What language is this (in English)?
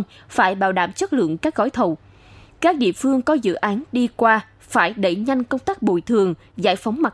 Vietnamese